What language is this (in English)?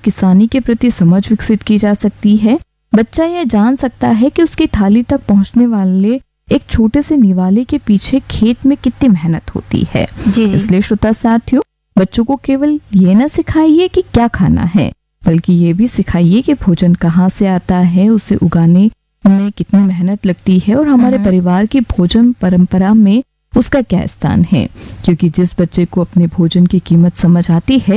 Hindi